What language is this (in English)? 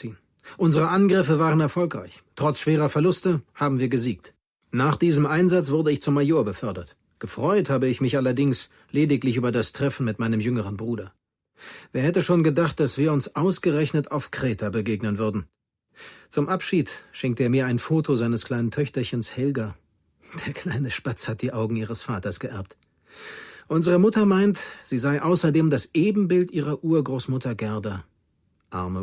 Bavarian